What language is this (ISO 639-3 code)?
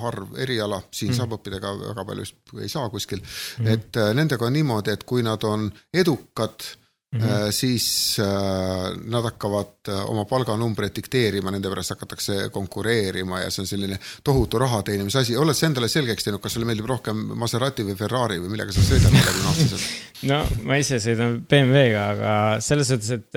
est